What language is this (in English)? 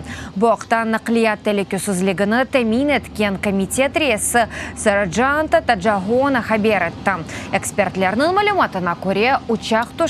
Crimean Tatar